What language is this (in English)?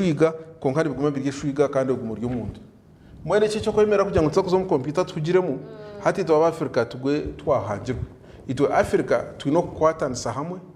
Nyankole